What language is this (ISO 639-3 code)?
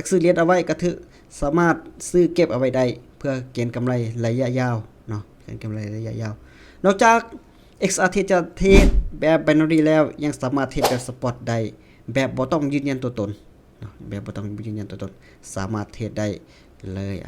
lao